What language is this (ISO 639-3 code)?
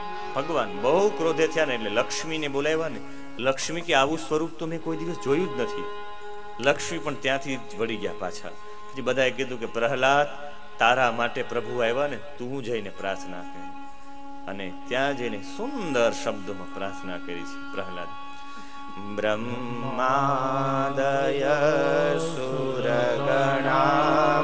guj